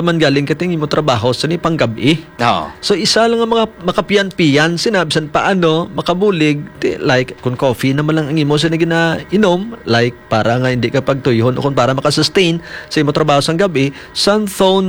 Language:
Hiligaynon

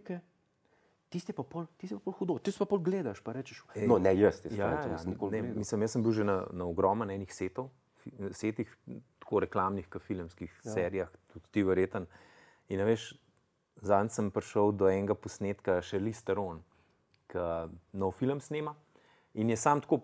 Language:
Slovenian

